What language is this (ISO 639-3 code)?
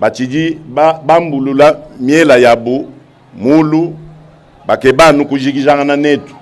lua